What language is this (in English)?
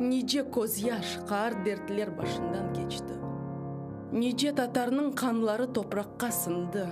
Crimean Tatar